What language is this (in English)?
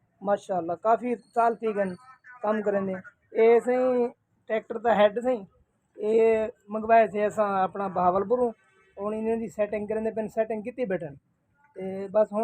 Saraiki